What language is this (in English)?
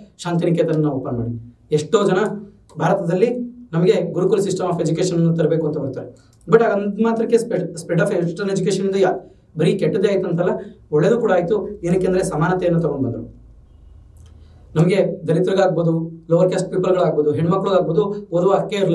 Kannada